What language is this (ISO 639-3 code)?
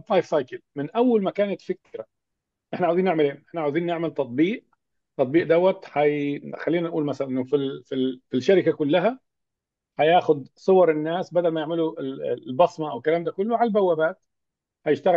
arz